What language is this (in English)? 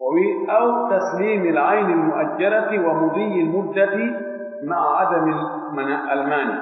Pular